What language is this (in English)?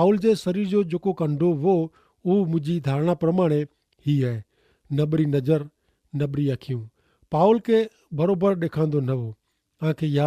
Kachhi